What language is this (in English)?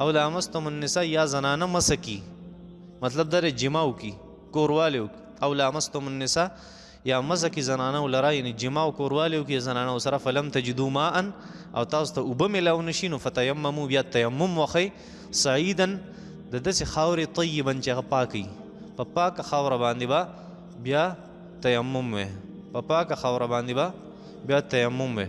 Pashto